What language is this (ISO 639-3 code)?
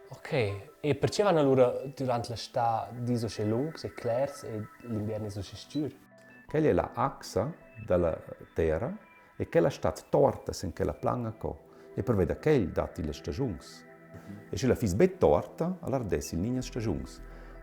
roh